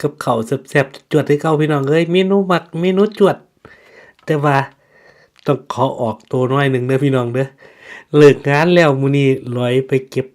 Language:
Northeastern Thai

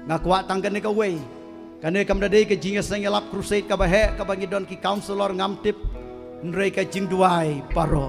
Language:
Khasi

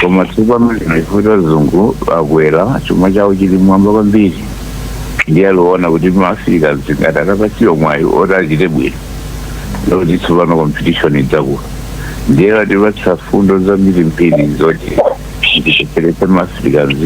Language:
Nyanja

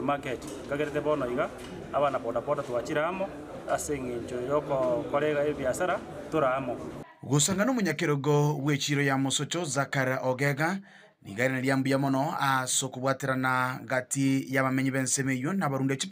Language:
Gusii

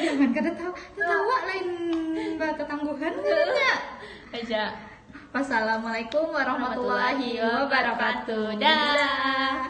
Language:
Banjar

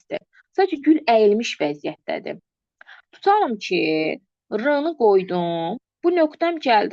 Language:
Azerbaijani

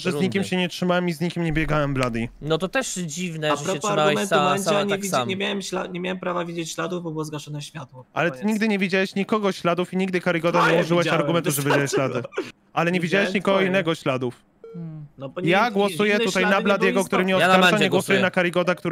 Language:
Polish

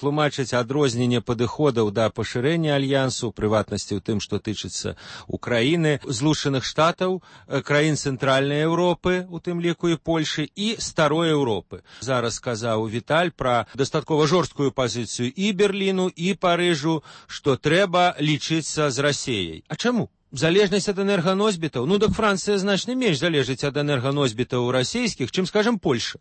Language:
Belarusian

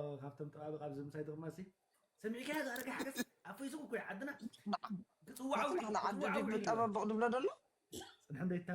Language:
Tigrinya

